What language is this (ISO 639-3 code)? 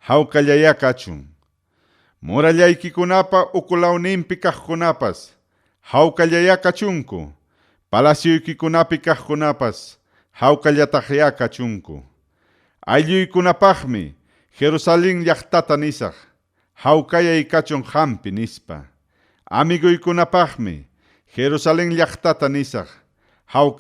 quy